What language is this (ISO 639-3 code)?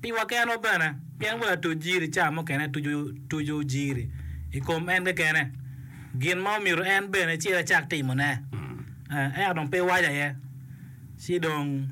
ach